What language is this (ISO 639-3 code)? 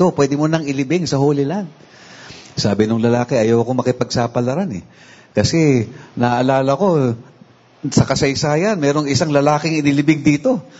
fil